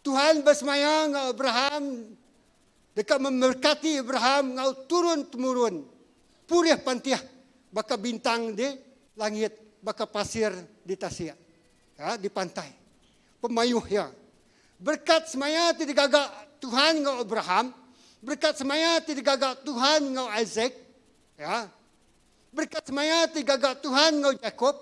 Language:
Iban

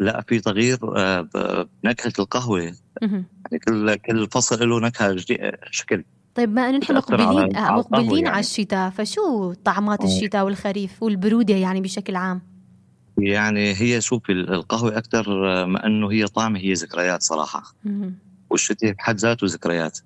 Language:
North Levantine Arabic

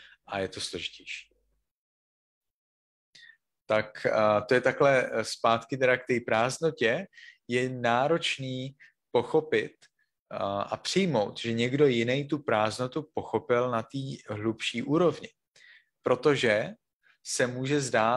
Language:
Czech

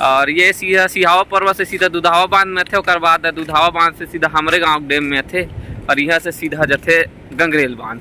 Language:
Chhattisgarhi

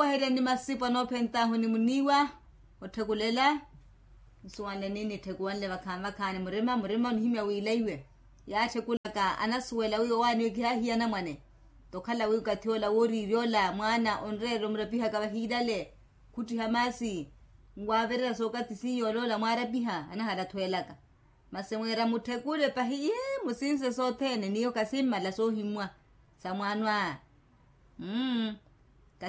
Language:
Makhuwa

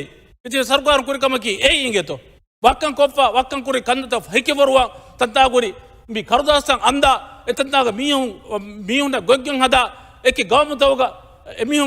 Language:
Divehi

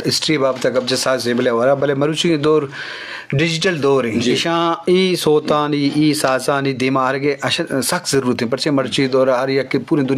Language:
Eastern Balochi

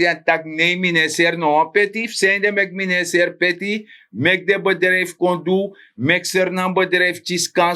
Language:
Sranan Tongo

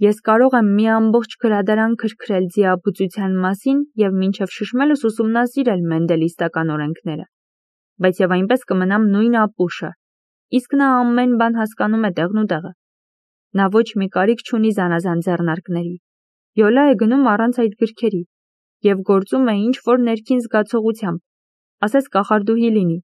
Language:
Armenian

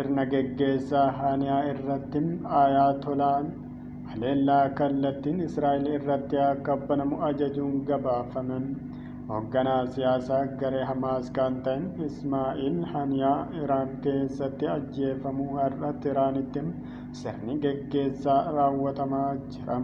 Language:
Oromo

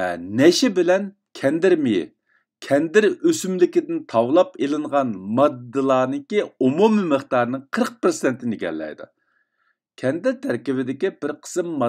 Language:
Uyghur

